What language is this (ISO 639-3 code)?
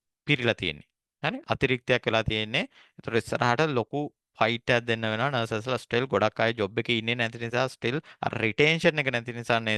sin